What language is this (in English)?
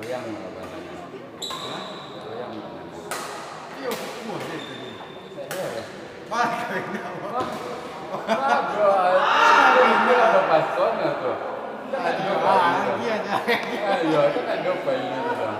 Minangkabau